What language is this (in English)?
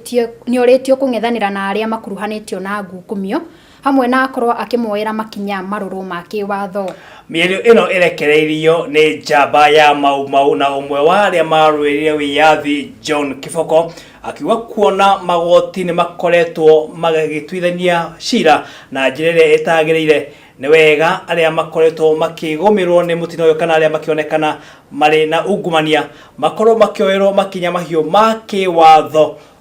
Kikuyu